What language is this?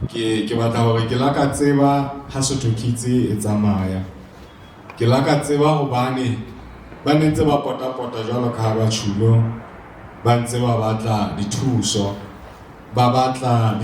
Southern Sotho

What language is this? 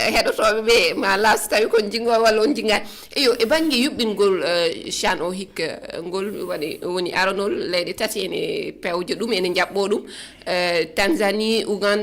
Fula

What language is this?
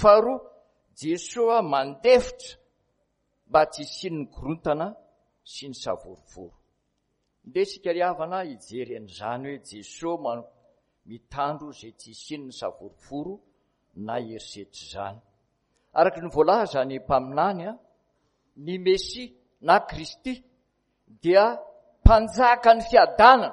Malagasy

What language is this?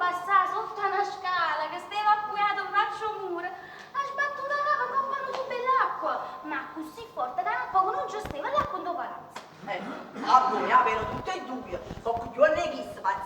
Neapolitan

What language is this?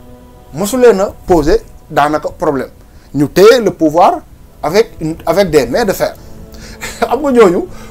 Wolof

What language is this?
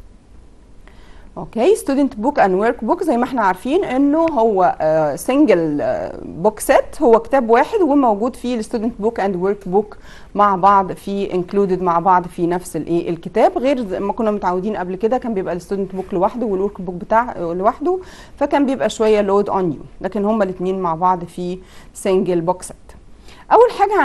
Egyptian Arabic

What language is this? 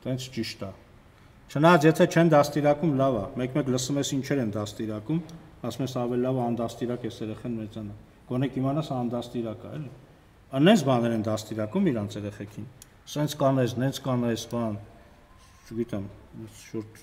Armenian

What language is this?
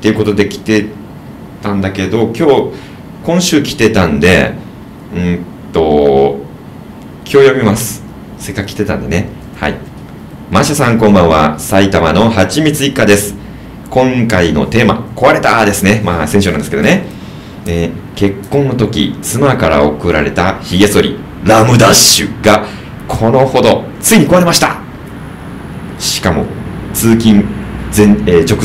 Japanese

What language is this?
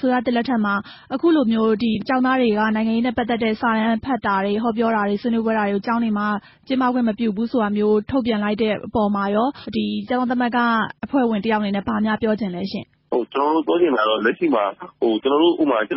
Burmese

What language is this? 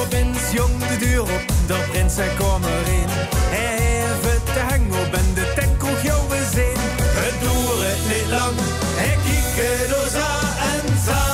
Limburgish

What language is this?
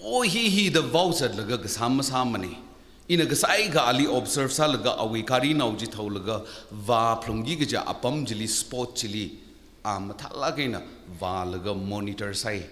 Tangkhul Naga (India)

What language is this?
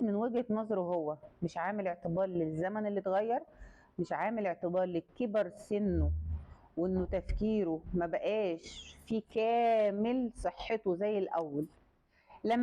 Egyptian Arabic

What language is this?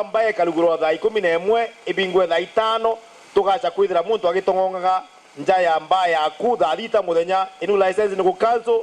Meru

